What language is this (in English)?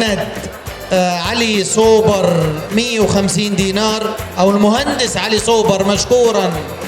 North Levantine Arabic